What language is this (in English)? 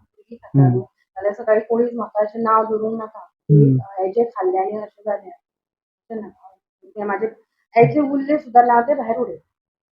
Konkani